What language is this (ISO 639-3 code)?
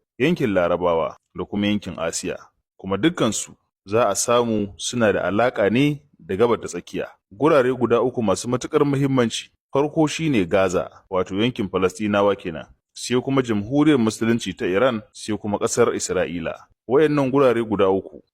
hau